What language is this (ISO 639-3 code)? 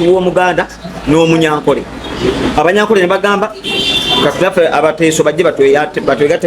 lug